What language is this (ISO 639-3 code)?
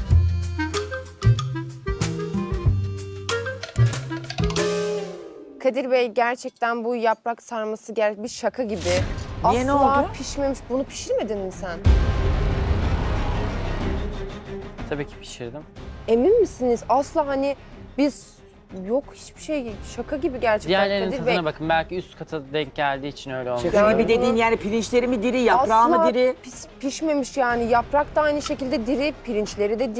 tur